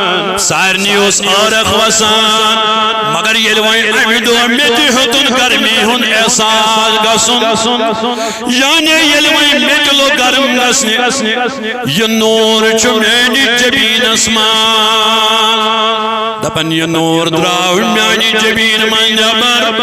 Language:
Kashmiri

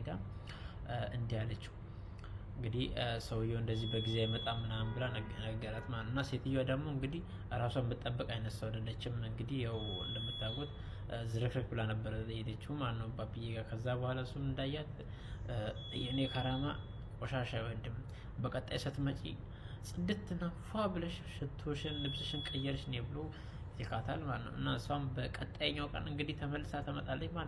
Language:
Amharic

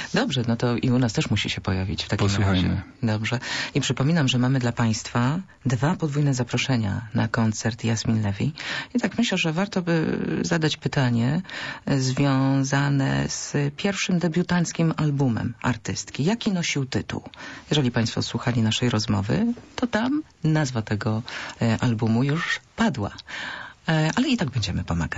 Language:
Polish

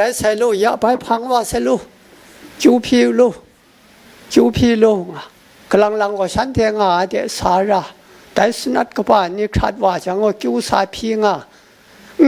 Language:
Kachin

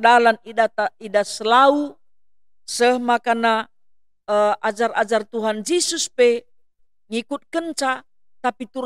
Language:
Batak Karo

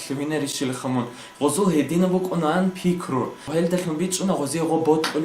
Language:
Avaric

